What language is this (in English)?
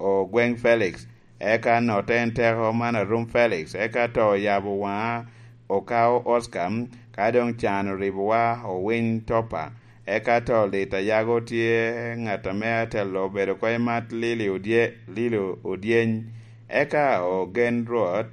Lango (Uganda)